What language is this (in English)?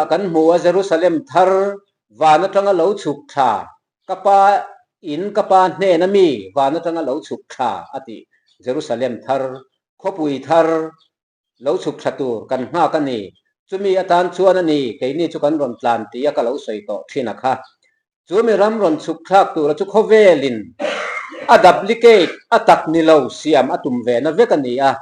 Mizo